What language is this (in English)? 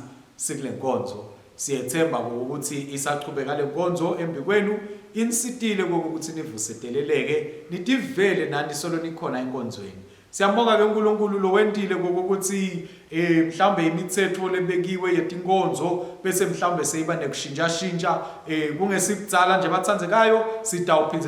Swati